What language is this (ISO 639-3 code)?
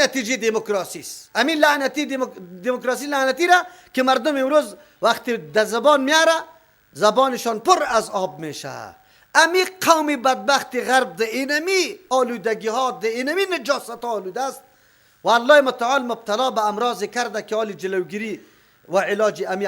fas